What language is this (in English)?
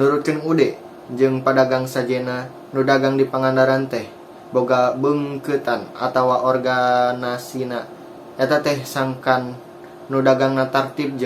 Sundanese